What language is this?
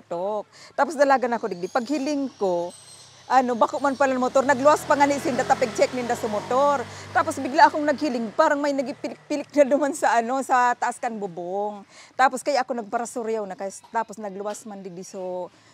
Bikol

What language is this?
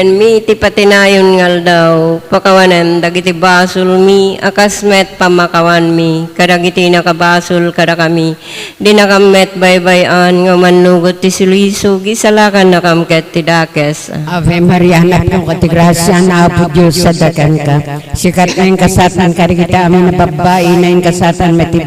Iloko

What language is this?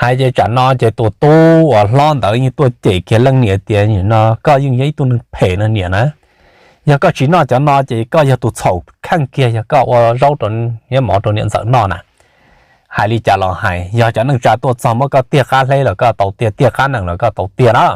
Hmong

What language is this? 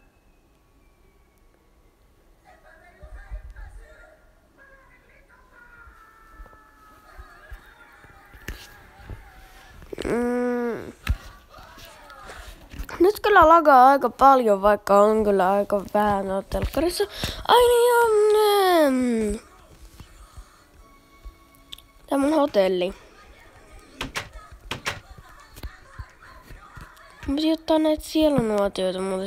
Finnish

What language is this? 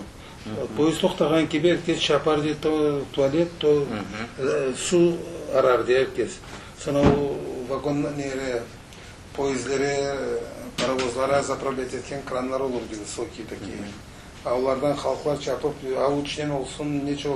Crimean Tatar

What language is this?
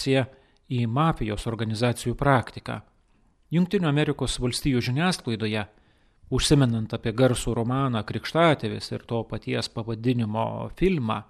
Lithuanian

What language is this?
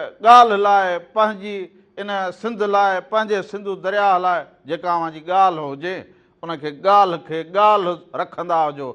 Sindhi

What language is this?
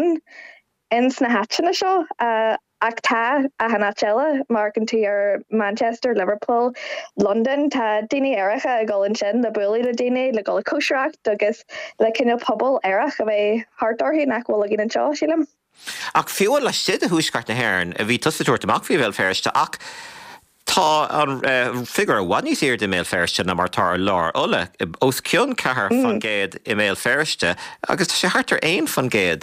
Irish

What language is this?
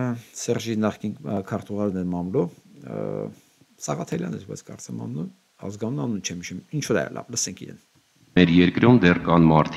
Armenian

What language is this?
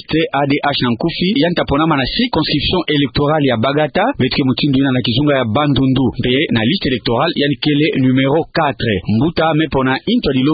Kituba (Democratic Republic of Congo)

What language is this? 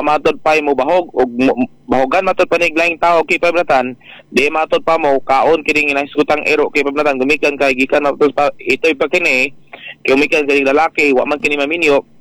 Cebuano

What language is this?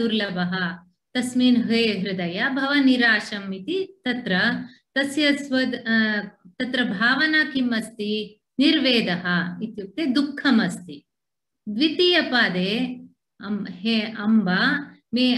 Sanskrit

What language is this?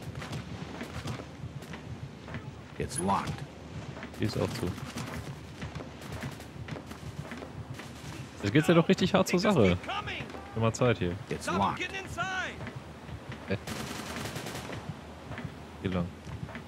German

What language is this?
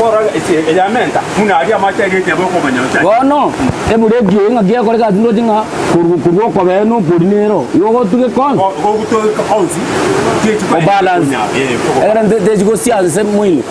Gusii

